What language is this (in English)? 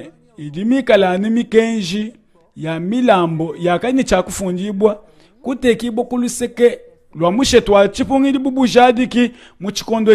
Luba-Lulua